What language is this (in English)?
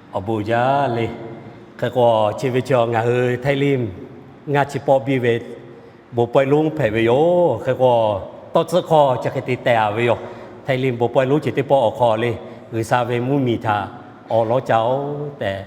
Lahu